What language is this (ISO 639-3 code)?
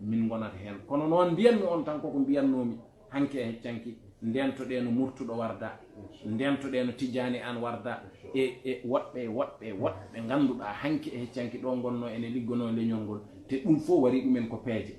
ful